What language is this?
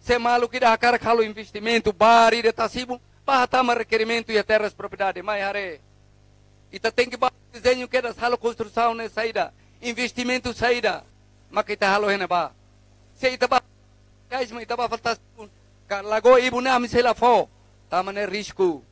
Tetum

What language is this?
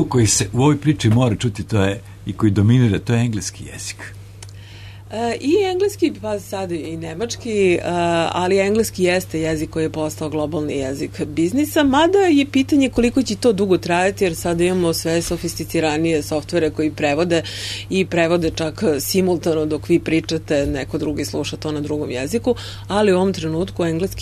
Serbian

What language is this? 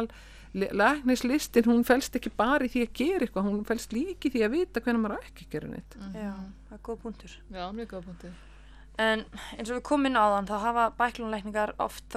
Icelandic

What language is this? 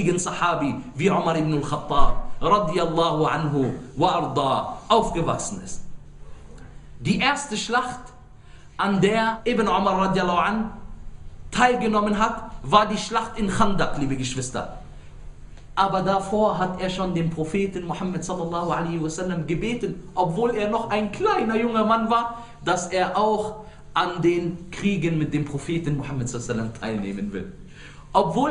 German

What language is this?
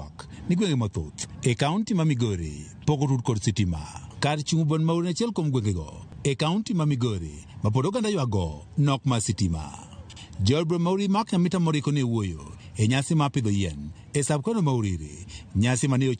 Luo (Kenya and Tanzania)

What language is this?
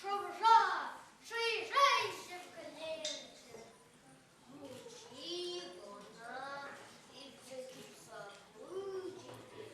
Chuvash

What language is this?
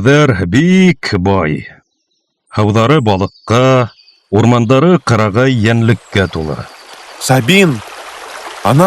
Bashkir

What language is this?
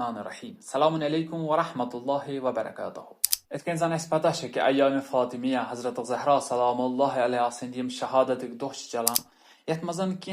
Kashmiri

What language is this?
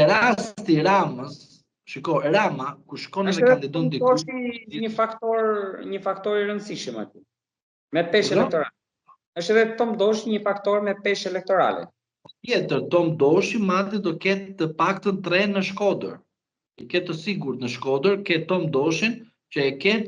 Albanian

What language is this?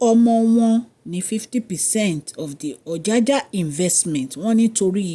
Yoruba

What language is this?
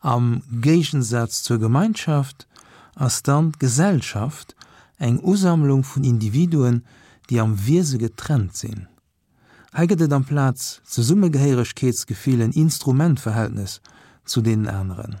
Luxembourgish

